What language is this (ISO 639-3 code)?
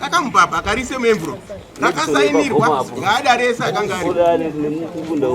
sna